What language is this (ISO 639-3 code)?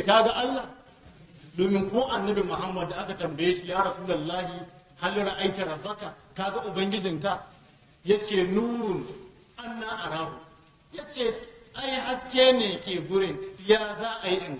hau